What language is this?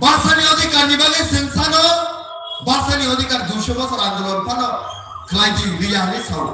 Kok Borok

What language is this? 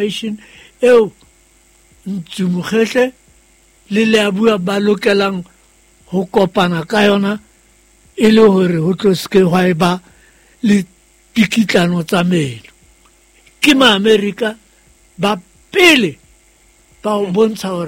Southern Sotho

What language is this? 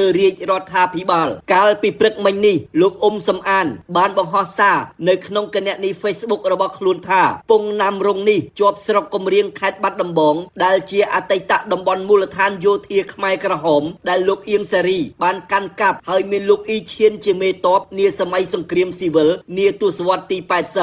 Khmer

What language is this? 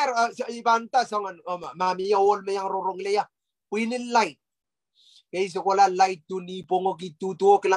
Pohnpeian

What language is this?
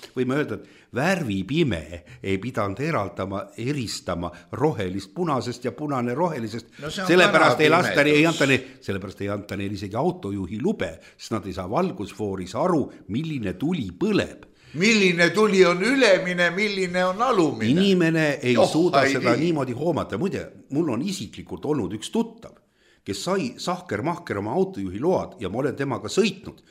Estonian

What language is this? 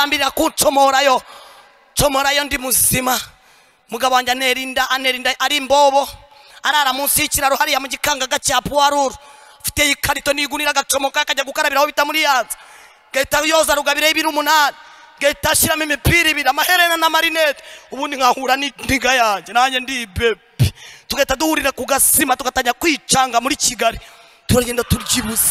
Kinyarwanda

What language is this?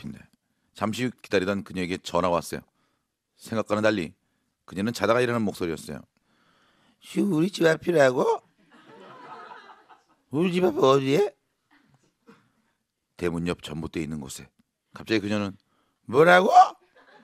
Korean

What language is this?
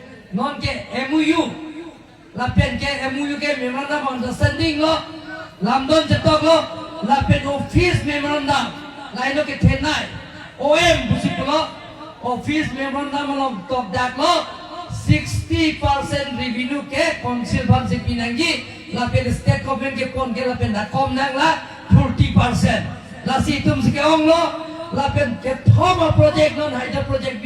Karbi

